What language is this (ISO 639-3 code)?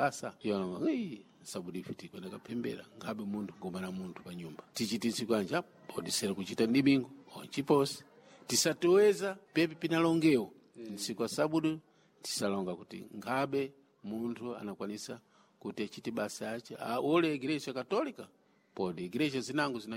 seh